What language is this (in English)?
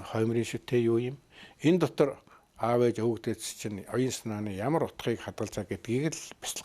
Mongolian